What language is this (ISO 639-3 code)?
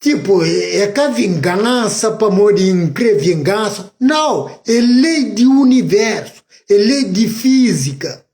kea